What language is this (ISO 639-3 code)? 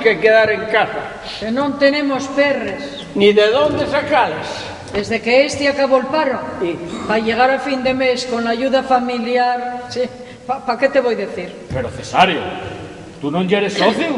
ast